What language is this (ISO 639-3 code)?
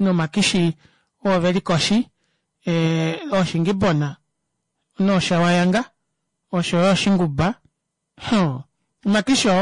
kua